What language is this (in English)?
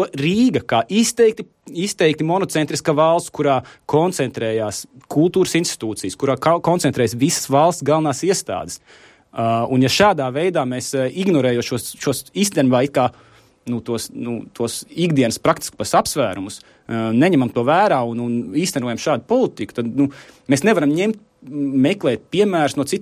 Latvian